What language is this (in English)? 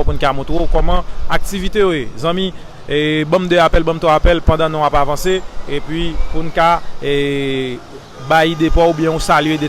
Haitian Creole